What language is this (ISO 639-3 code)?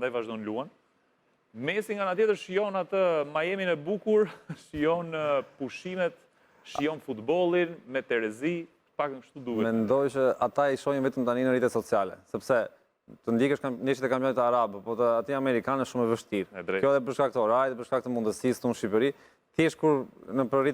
sqi